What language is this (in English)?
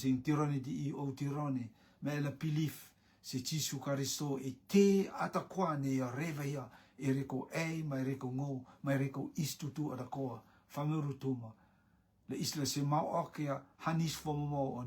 Rotuman